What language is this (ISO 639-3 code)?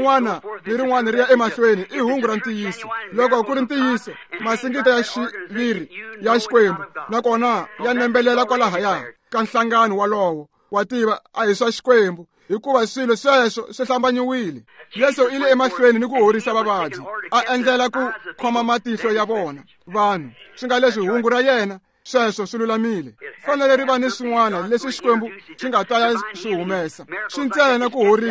tso